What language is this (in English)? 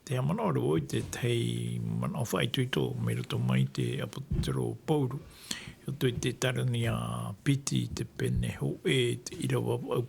Tahitian